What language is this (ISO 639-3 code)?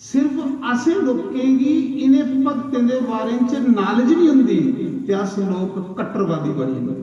doi